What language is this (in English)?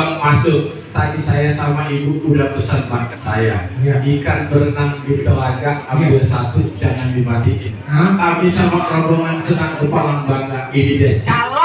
Betawi